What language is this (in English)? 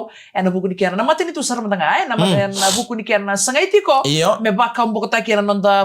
Fijian